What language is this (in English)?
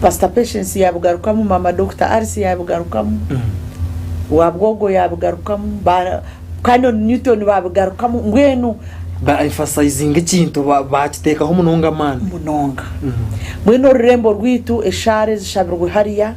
Nyankole